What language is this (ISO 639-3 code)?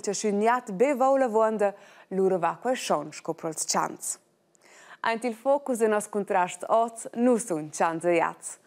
roh